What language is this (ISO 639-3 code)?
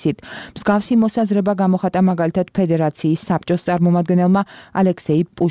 kat